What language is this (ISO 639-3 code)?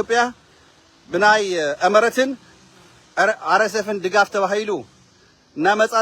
tir